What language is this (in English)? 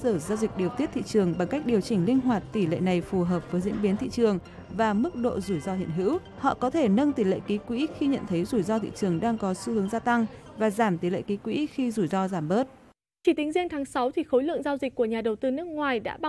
Vietnamese